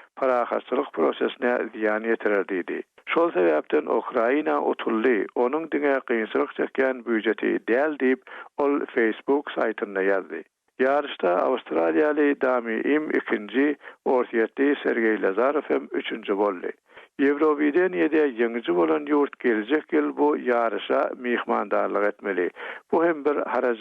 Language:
Turkmen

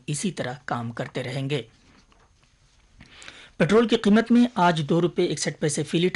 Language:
Urdu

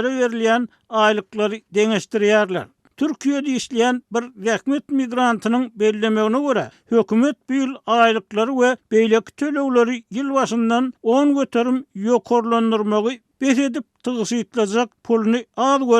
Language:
Turkmen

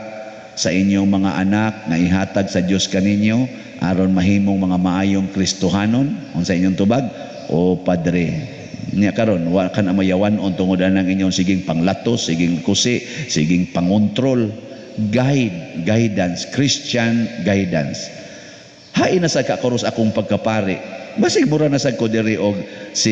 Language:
Cebuano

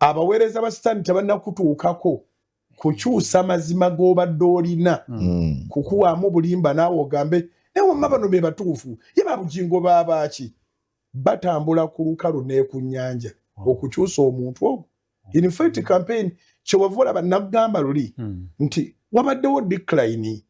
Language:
Ganda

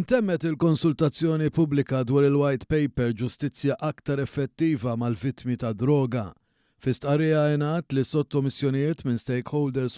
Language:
Maltese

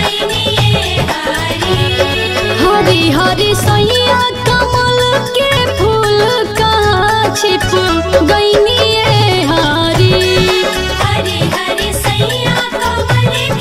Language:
Bhojpuri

